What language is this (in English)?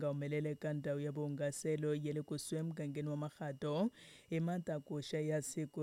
Tsonga